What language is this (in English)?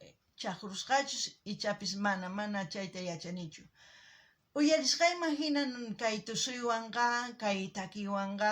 South Bolivian Quechua